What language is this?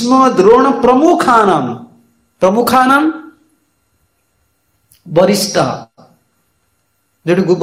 Odia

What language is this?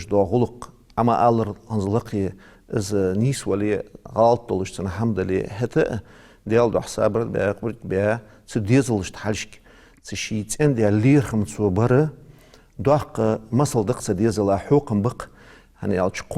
Ingush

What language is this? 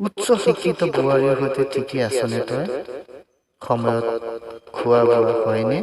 Assamese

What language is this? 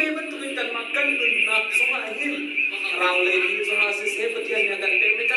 Hakha Chin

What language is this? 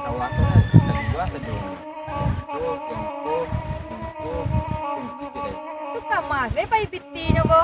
Minangkabau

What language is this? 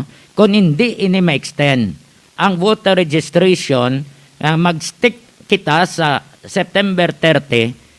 Hiligaynon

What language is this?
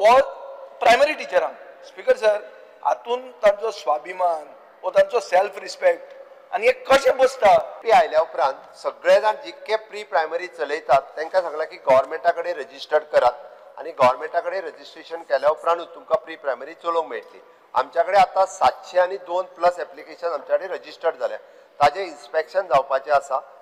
Konkani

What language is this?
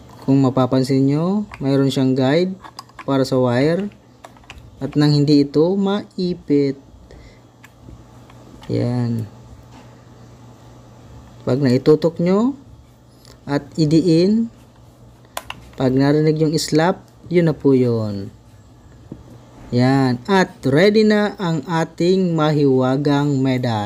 Filipino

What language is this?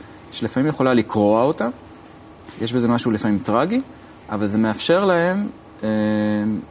Hebrew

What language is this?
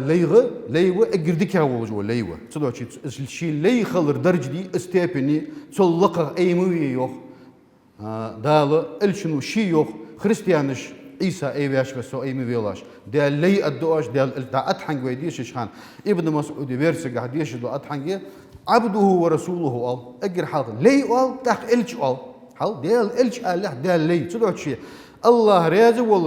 Ingush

